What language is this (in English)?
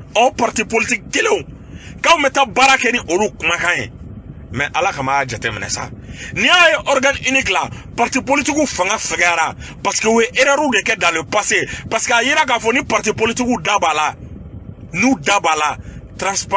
Bambara